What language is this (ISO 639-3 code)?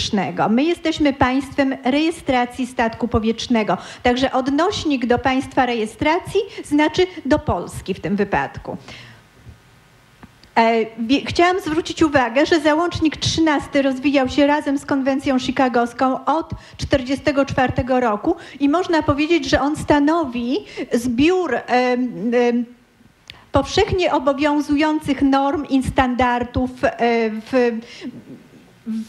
pol